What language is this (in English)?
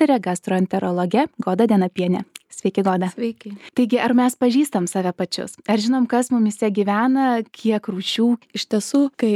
Lithuanian